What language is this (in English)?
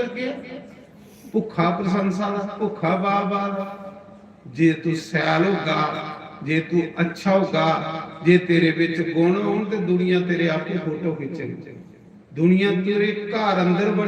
Dogri